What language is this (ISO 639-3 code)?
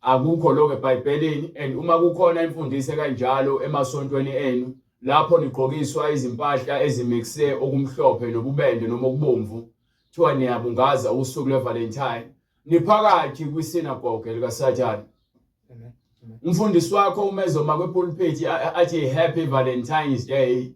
zul